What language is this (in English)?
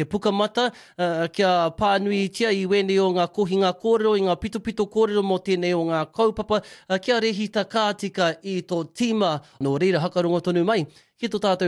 Māori